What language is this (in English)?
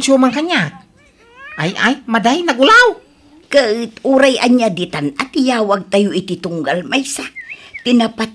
Iloko